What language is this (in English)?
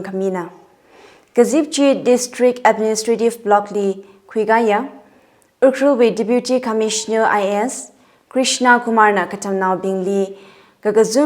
Tangkhul Naga (India)